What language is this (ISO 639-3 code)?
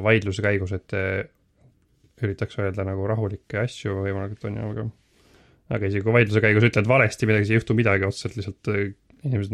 est